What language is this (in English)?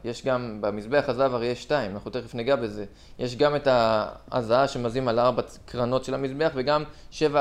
Hebrew